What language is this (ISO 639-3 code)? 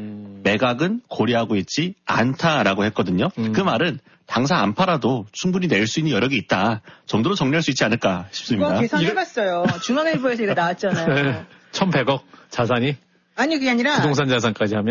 kor